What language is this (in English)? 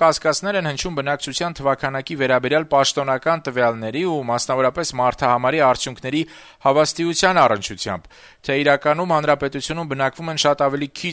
Armenian